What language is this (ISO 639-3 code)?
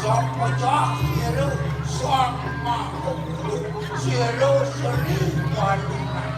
ban